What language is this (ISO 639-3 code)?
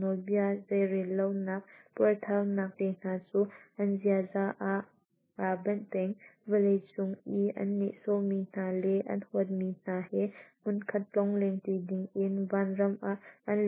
cnh